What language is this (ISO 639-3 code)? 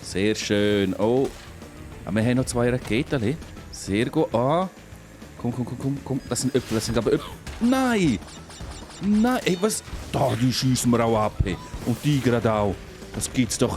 gsw